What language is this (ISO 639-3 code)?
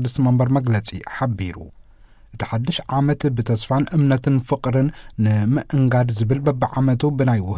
tir